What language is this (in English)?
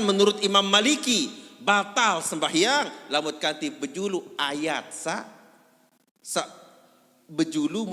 Sasak